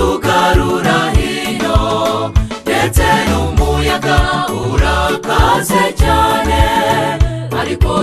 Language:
Kinyarwanda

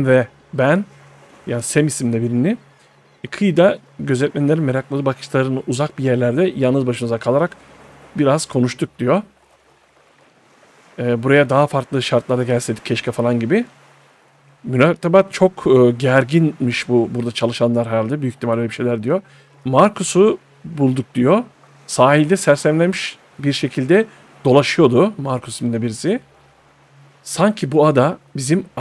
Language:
Turkish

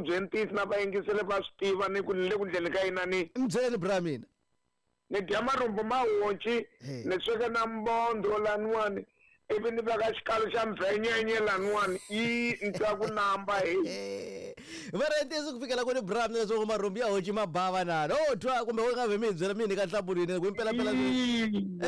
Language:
Tsonga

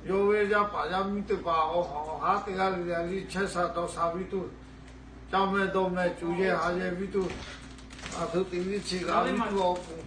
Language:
Lahu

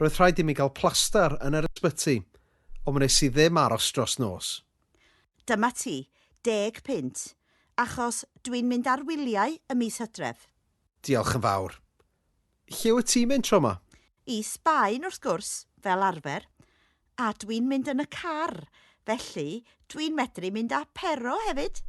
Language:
Welsh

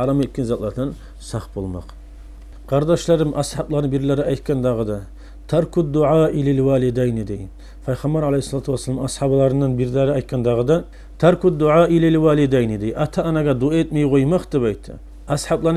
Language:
Kumyk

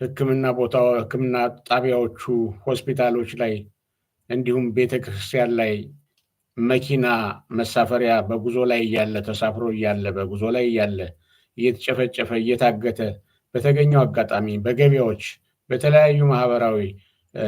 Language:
Amharic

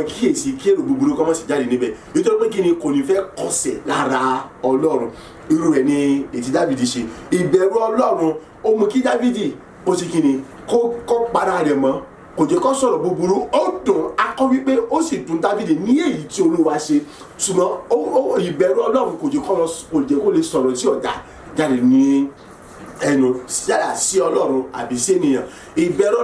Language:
Yoruba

